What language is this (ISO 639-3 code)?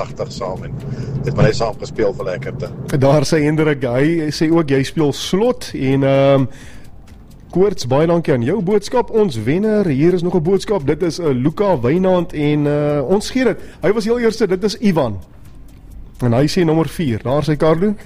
afr